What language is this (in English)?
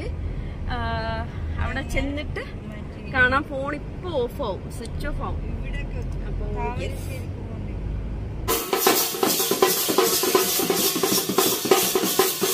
Malayalam